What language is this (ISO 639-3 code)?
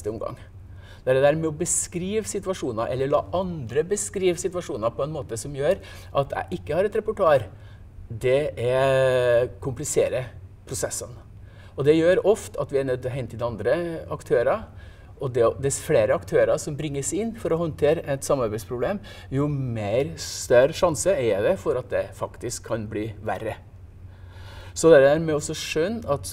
nor